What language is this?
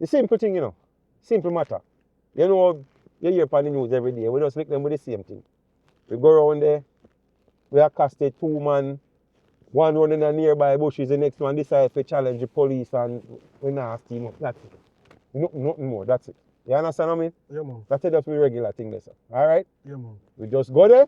Jamaican Creole English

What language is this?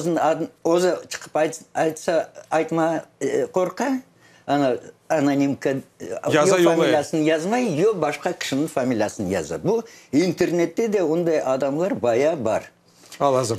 Crimean Tatar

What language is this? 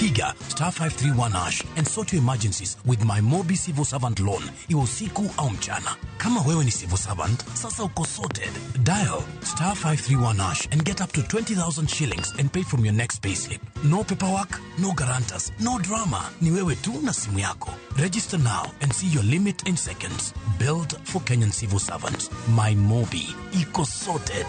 Luo (Kenya and Tanzania)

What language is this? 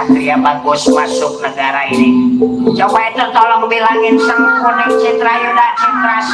Betawi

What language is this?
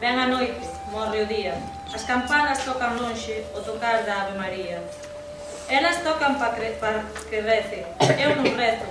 Galician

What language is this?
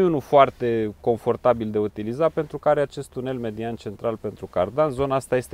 Romanian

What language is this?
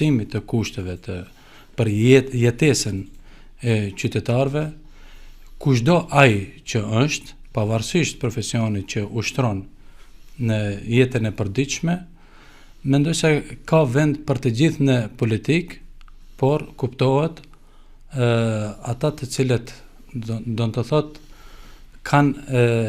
Albanian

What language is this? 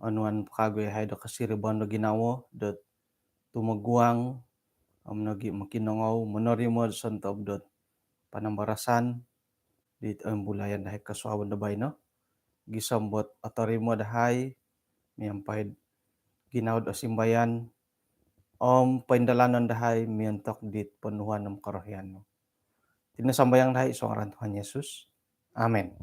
Central Dusun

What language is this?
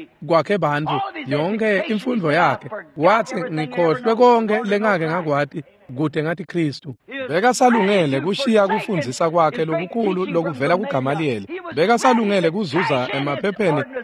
Swati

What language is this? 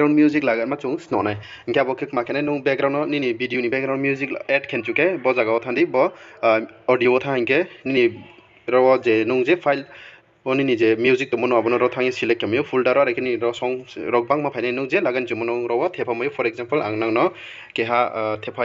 Riang (India)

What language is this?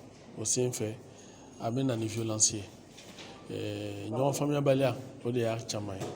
Bambara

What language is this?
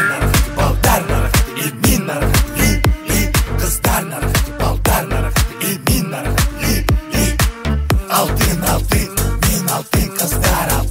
Kara-Kalpak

